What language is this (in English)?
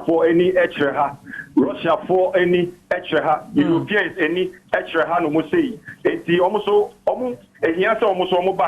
Akan